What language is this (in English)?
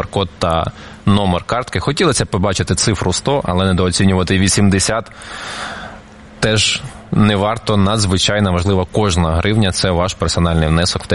Ukrainian